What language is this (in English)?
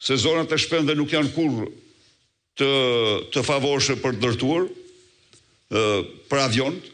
Albanian